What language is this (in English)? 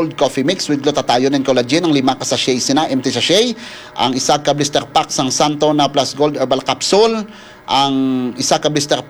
Hiligaynon